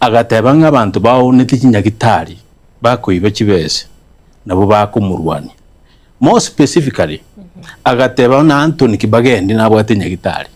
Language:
Gusii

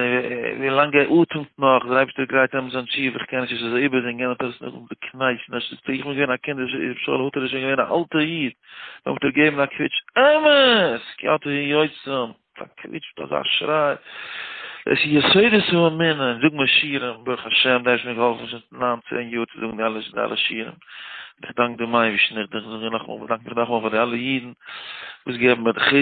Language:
Yiddish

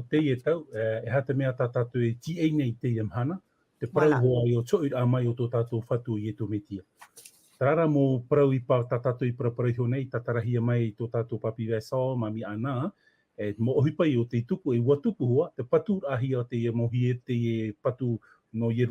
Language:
Tahitian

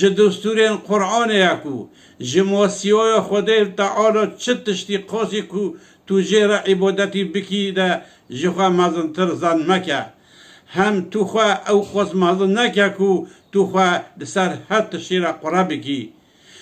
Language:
Kurdish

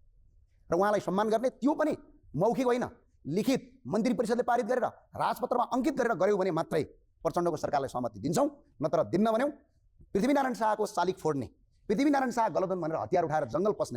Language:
Nepali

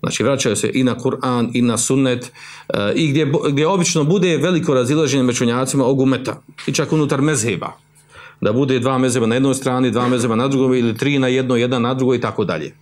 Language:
Bosnian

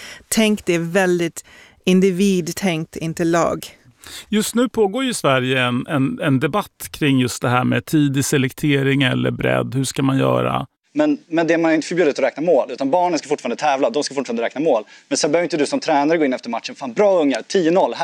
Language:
Swedish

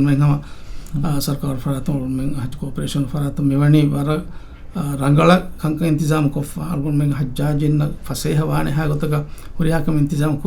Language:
Divehi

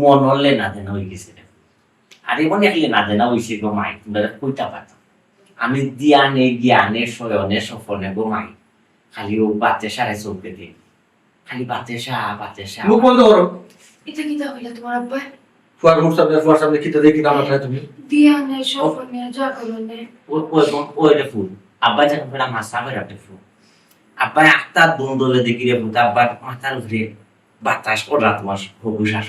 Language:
Sylheti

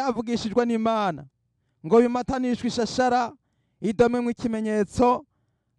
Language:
Rundi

